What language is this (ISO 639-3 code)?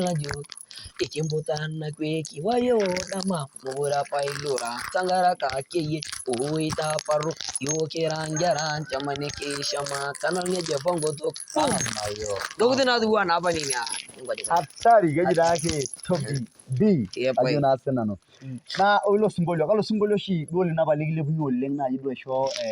mas